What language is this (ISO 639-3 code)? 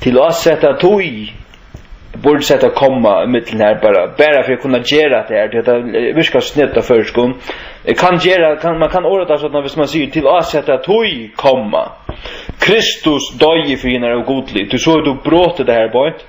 fao